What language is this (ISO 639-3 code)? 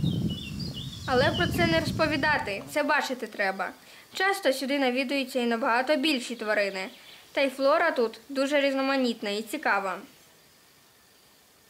ukr